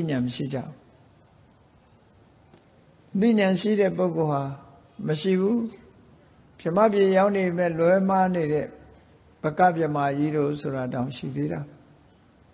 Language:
Burmese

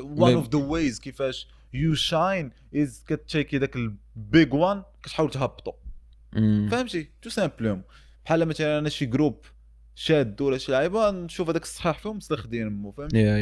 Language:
Moroccan Arabic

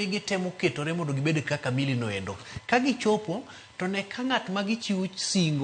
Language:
Luo (Kenya and Tanzania)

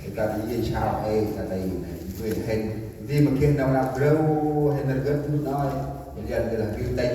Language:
Central Mnong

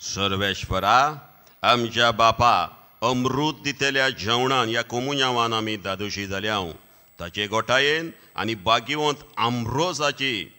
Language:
Konkani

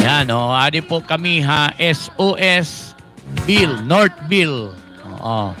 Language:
Waray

